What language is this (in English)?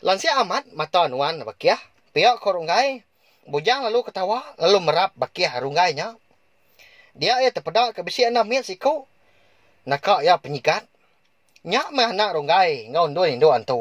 Iban